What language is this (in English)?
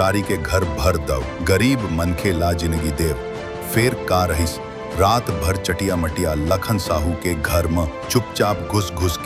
Chhattisgarhi